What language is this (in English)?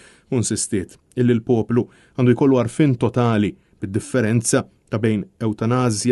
Maltese